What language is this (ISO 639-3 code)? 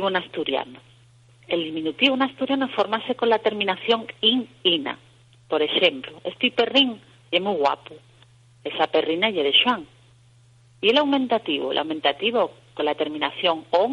ast